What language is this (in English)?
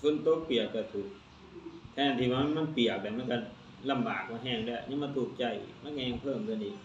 Lao